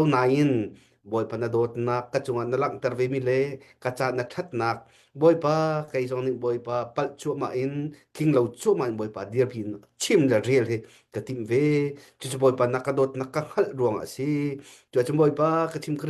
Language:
Hakha Chin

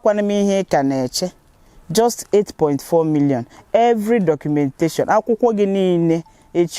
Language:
Igbo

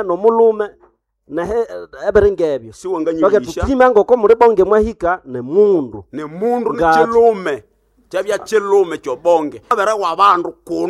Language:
Nande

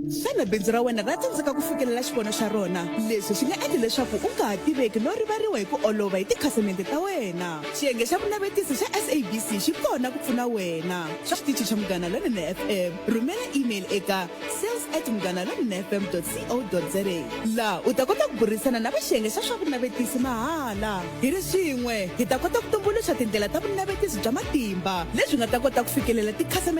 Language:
Tsonga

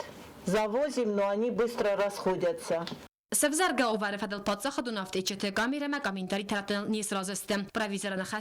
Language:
Ossetic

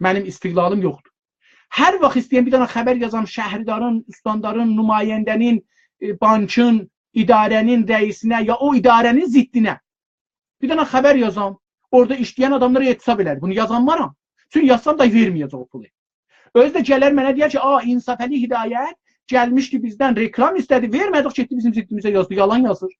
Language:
South Azerbaijani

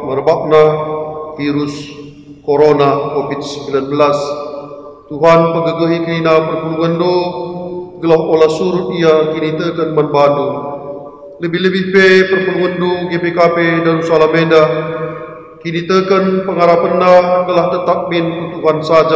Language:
Batak Karo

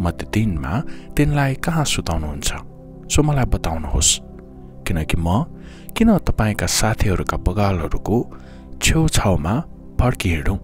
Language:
Nepali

